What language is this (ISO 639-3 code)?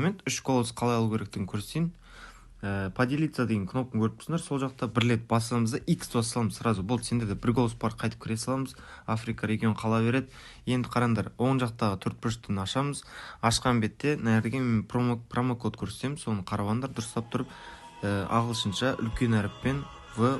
kaa